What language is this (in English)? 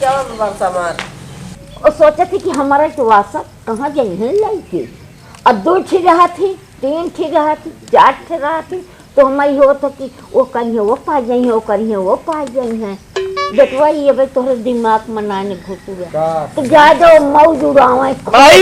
Awadhi